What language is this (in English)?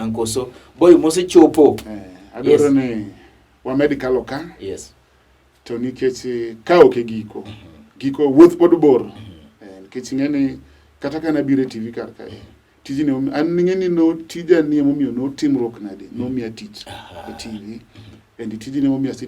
Luo (Kenya and Tanzania)